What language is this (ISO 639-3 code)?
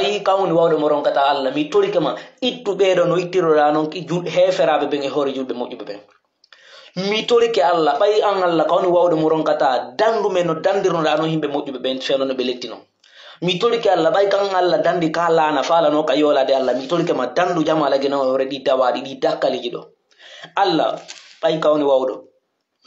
fuf